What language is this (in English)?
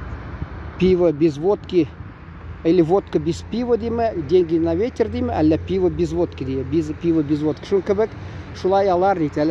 Tatar